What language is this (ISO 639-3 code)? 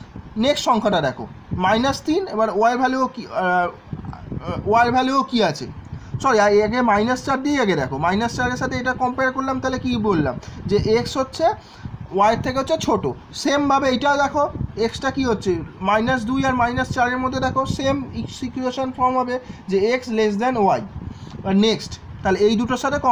ben